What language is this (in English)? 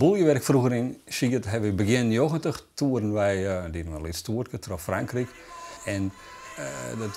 Western Frisian